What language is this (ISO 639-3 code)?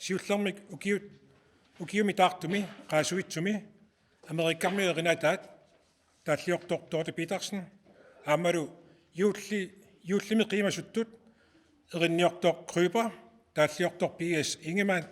kal